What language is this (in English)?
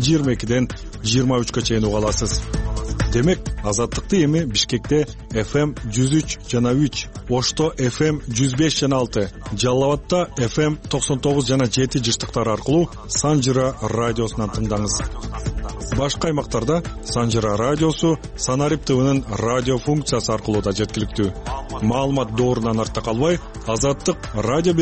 Kyrgyz